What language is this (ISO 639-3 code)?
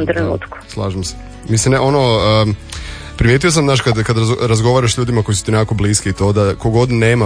hrv